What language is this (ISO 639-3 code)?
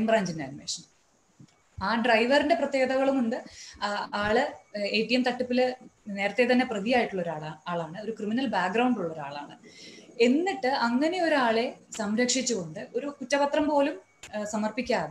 mal